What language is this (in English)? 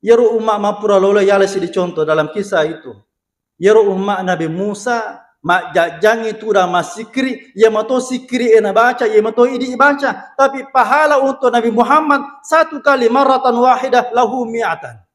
Buginese